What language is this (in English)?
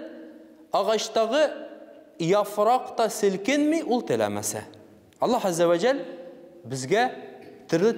Tatar